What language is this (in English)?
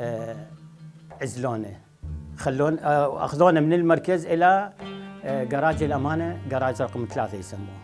Mesopotamian Arabic